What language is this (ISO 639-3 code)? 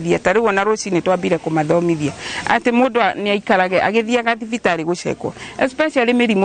kik